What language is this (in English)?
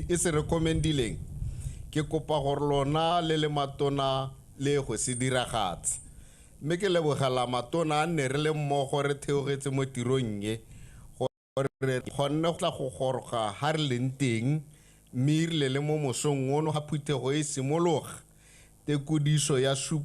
Tswana